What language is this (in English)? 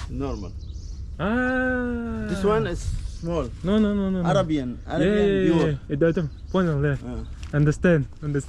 Yakut